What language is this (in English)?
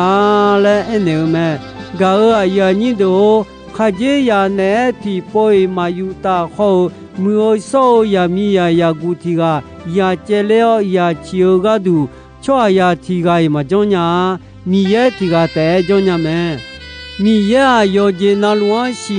Akha